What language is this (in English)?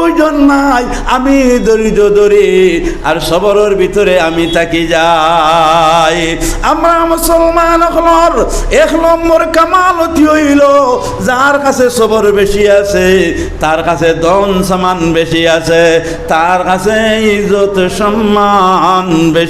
Sylheti